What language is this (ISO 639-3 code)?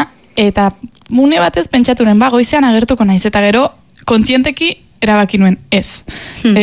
eus